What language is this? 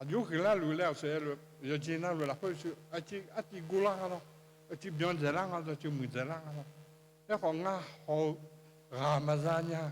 Akha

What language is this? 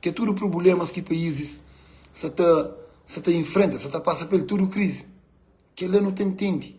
Kabuverdianu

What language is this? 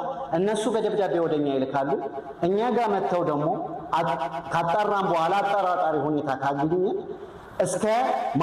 Amharic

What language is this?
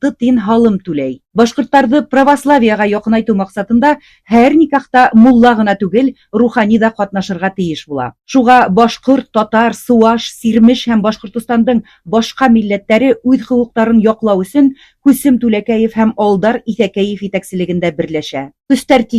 Bashkir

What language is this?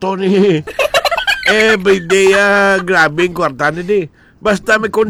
Hiligaynon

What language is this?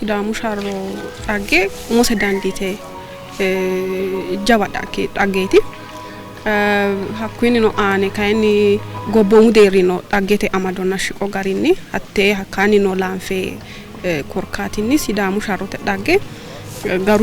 Sidamo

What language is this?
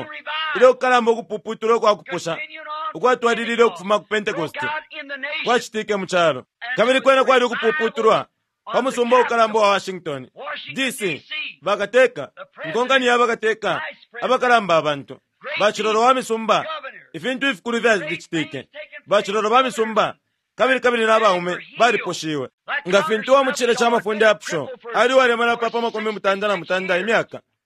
Bemba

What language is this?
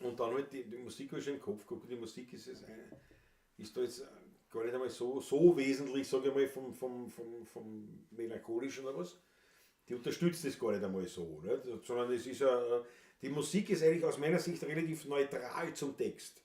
Bavarian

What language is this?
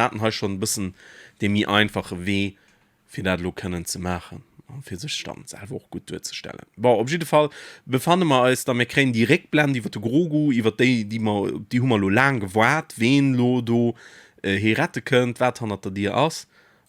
Luxembourgish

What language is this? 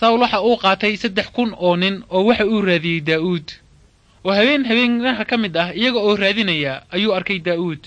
Somali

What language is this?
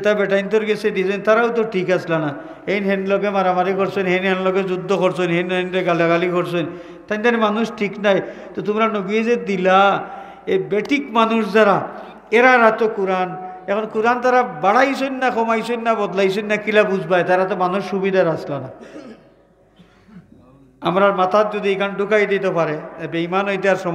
Sylheti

